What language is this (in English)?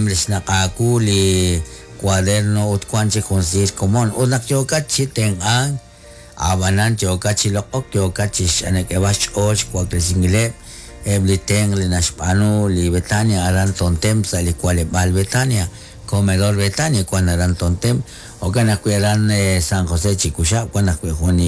Kekchí